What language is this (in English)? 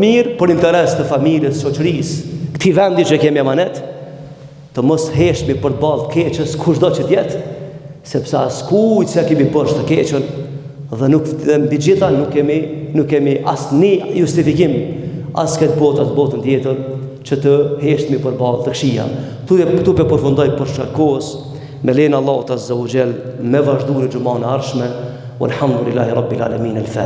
Albanian